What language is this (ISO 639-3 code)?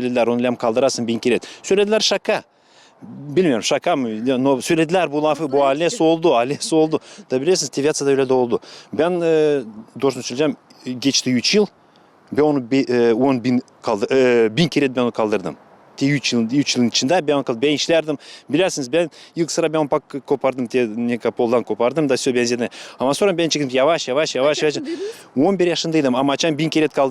gag